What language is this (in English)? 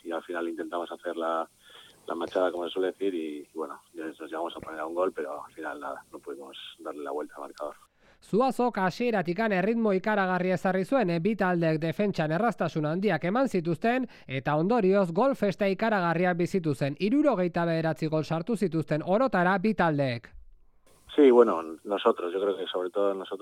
Basque